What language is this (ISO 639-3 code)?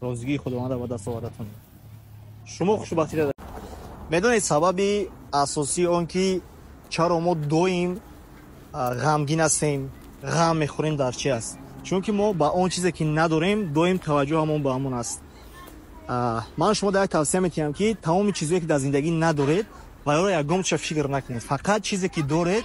tgk